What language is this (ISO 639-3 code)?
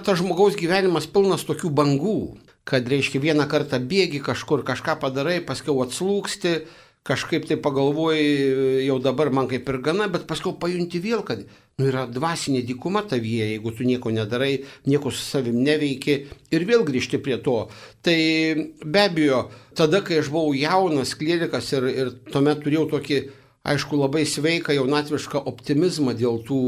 lit